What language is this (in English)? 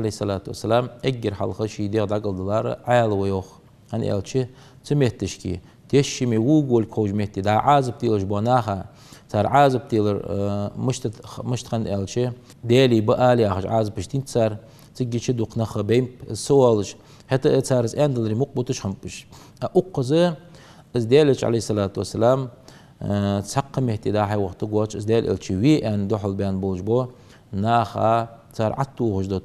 Ingush